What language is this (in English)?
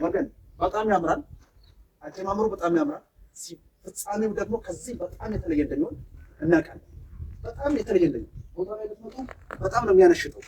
Amharic